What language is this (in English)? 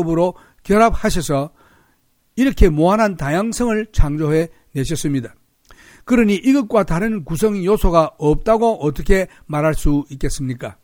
Korean